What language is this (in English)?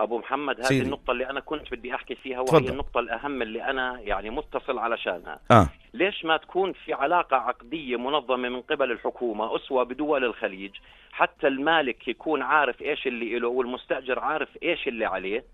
North Levantine Arabic